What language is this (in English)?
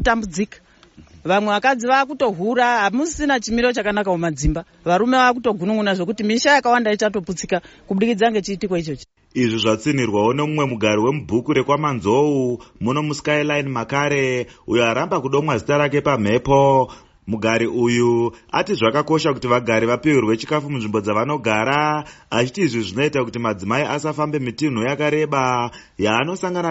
Shona